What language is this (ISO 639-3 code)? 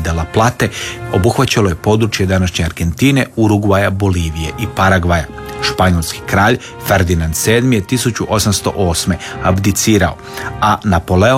hrv